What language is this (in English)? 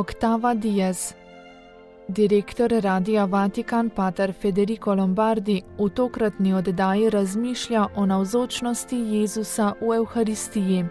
Slovenian